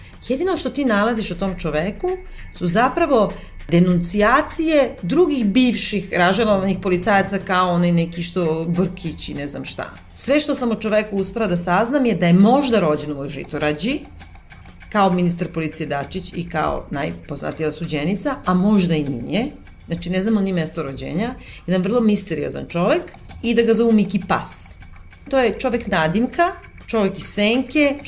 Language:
Serbian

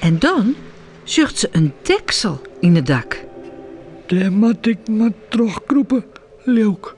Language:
Western Frisian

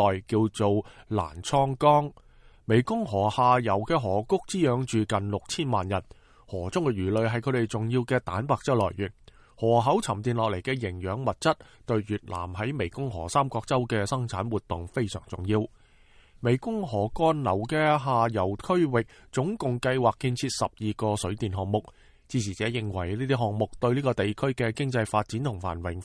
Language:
Cantonese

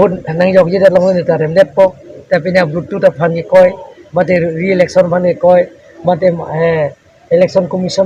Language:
Karbi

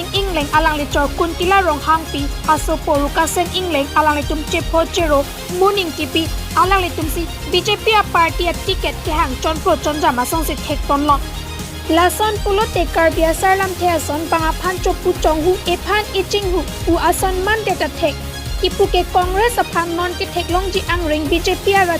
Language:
Karbi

